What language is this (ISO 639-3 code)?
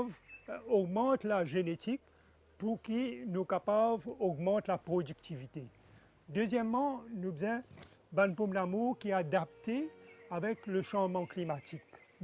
mfe